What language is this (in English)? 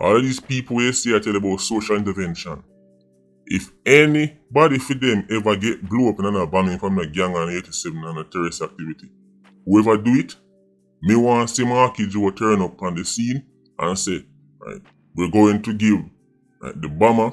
Jamaican Creole English